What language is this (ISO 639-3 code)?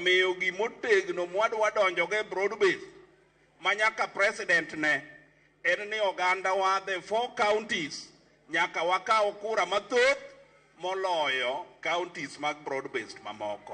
luo